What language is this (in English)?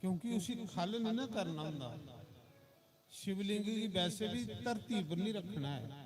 Dogri